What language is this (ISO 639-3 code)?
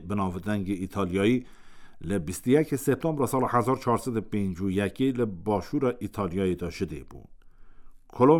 kur